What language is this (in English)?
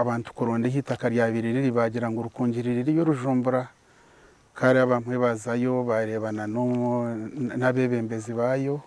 Nyankole